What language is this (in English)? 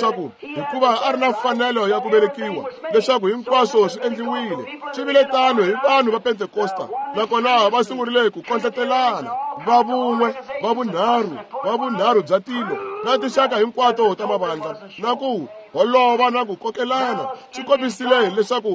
Tsonga